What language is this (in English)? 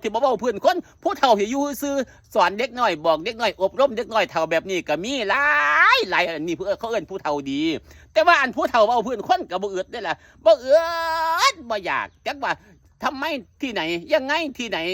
Northeastern Thai